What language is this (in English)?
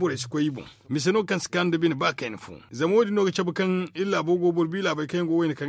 Zarma